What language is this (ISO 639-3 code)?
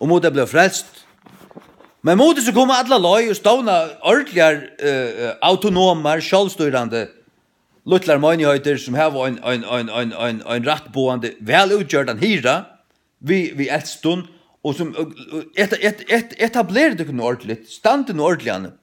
fao